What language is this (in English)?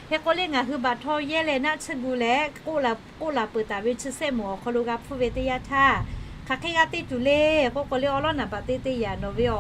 Lahu